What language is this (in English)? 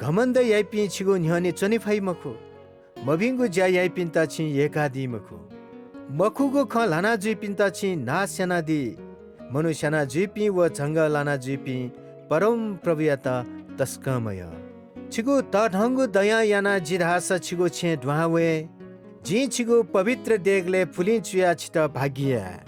Newari